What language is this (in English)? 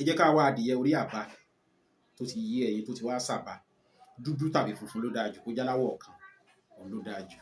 Yoruba